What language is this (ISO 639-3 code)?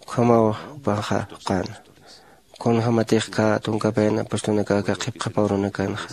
aym